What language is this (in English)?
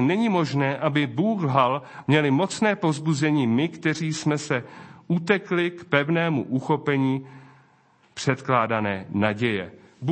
Czech